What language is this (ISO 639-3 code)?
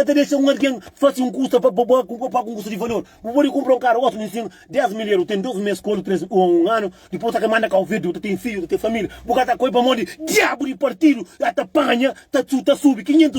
kea